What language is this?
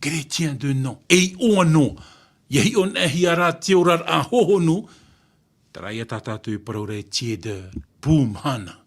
Tahitian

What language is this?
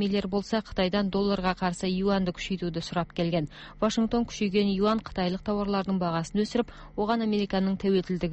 Kazakh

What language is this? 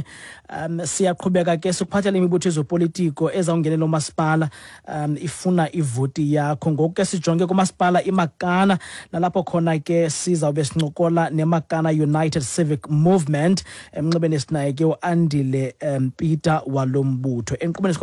Xhosa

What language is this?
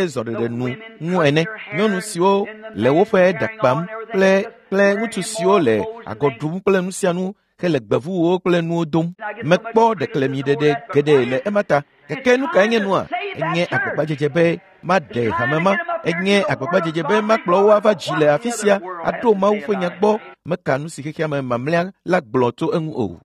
Ewe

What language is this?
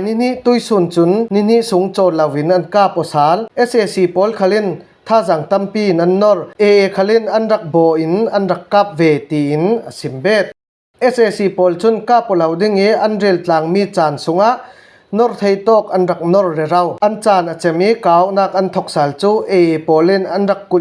Falam Chin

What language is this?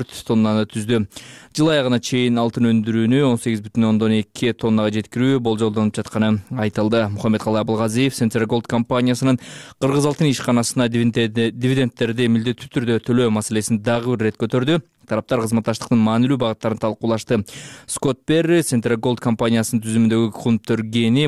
Kyrgyz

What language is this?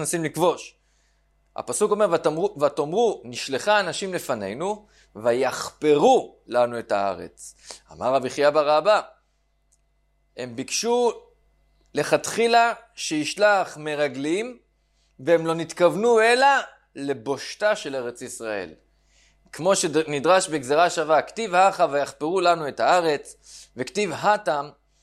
Hebrew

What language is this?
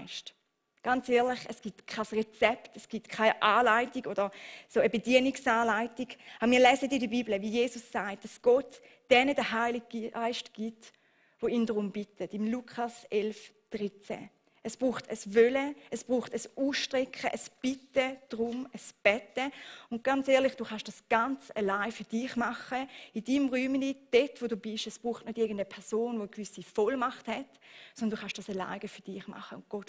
Swiss German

